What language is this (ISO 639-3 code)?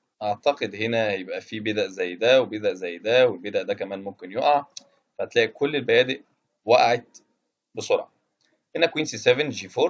arz